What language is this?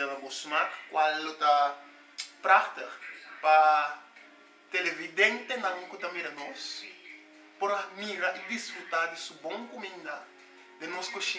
Papiamento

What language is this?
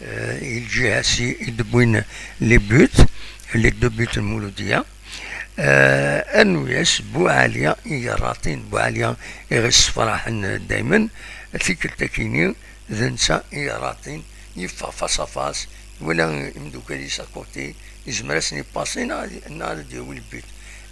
Kabyle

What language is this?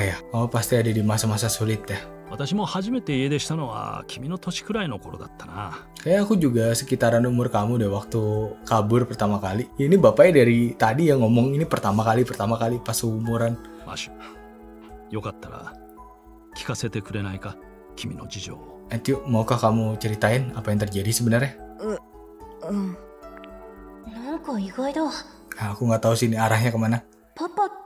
Indonesian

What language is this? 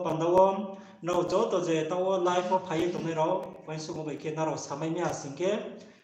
Riang (India)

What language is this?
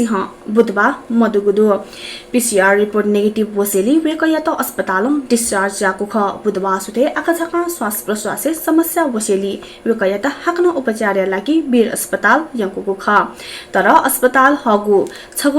Newari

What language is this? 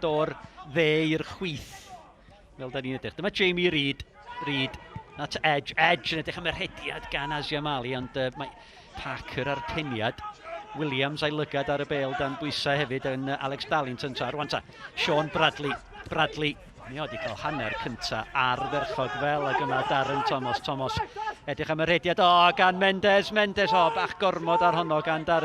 Welsh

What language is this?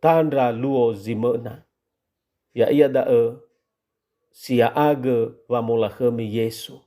Nias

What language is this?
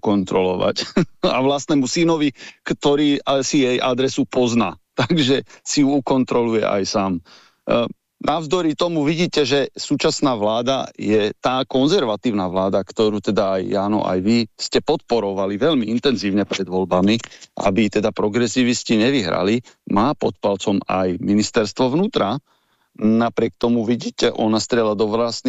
Slovak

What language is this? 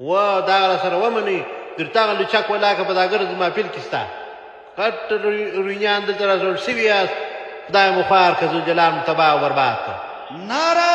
Pashto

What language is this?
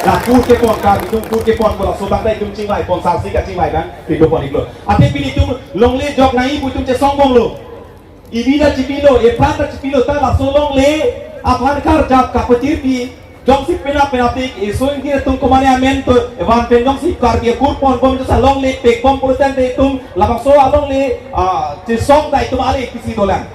Karbi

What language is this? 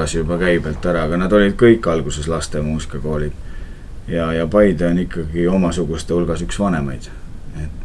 Estonian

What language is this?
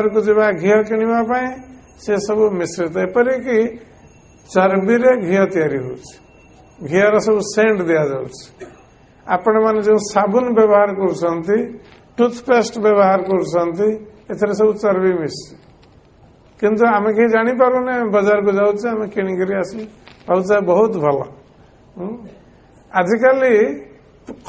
Odia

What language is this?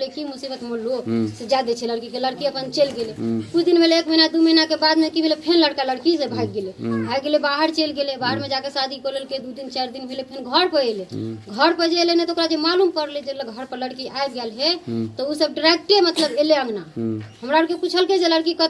Maithili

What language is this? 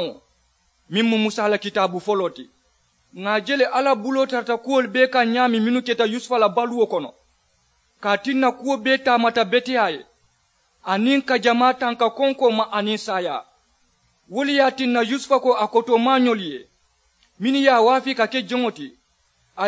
Mandingo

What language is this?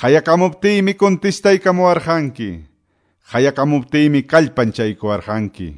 Quechua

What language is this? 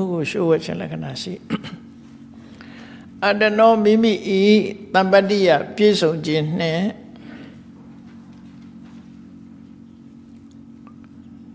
Burmese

